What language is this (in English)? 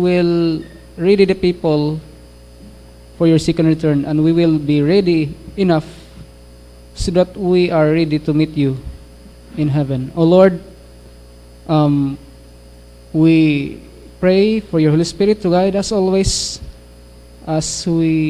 Filipino